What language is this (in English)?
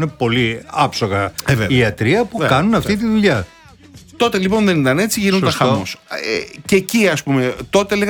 Greek